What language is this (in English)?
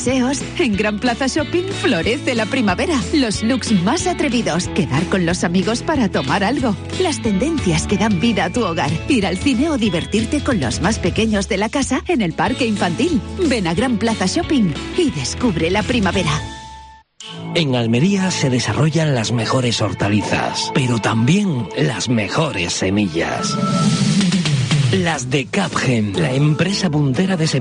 Spanish